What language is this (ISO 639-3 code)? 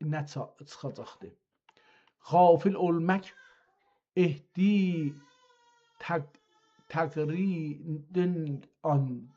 azb